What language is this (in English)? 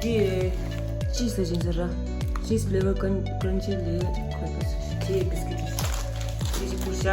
Tibetan